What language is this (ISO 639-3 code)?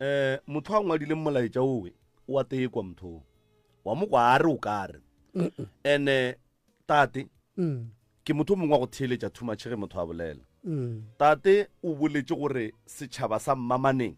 nso